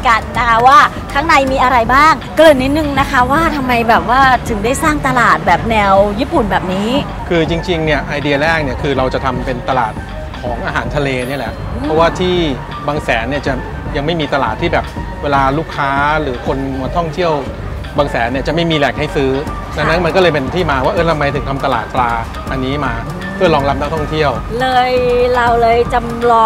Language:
Thai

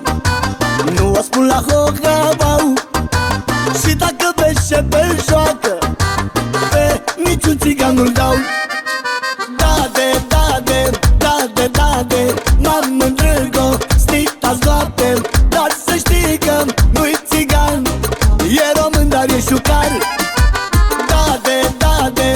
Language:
Romanian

